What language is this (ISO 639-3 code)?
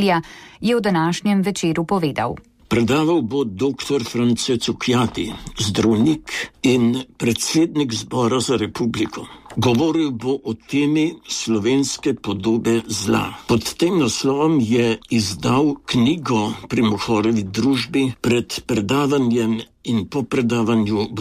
slv